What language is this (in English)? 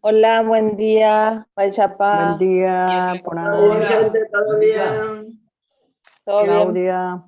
Guarani